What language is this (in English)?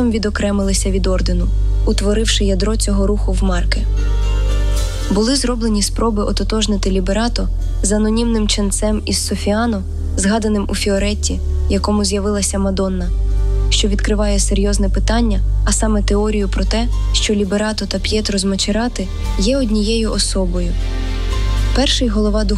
Ukrainian